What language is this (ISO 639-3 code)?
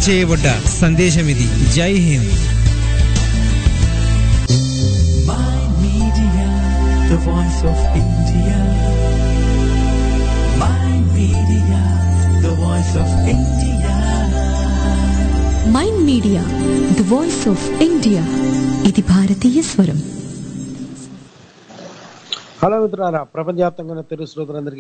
tel